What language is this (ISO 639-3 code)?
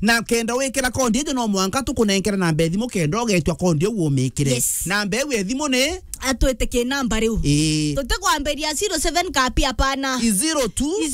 mer